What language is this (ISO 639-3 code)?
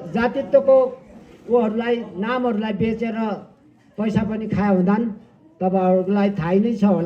nep